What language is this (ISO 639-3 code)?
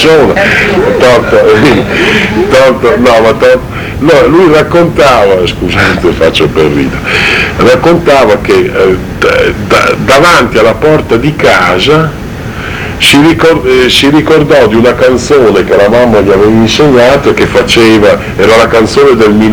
ita